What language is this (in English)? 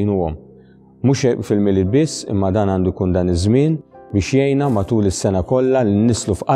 Maltese